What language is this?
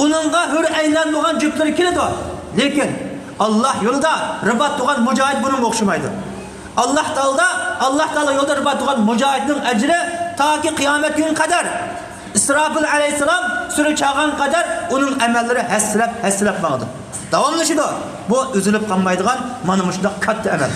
Uyghur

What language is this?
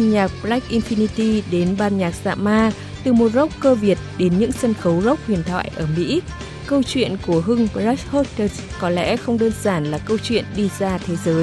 Vietnamese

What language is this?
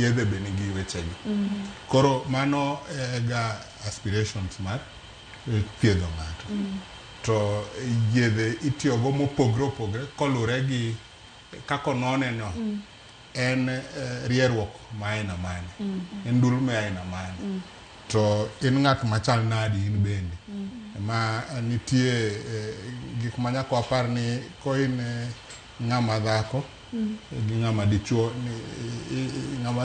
Luo (Kenya and Tanzania)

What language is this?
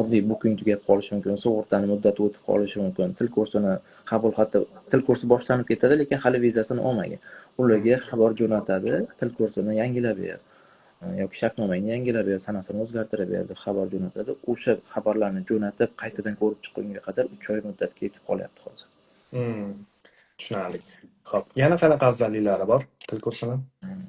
Uzbek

